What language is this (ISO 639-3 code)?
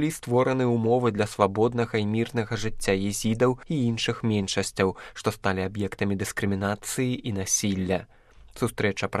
bel